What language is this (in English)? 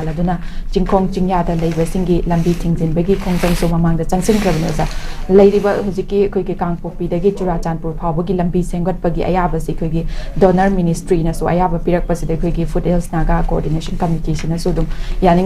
Manipuri